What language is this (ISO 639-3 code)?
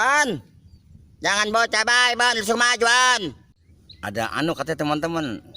bew